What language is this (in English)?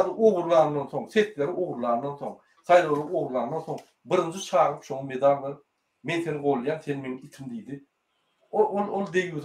Turkmen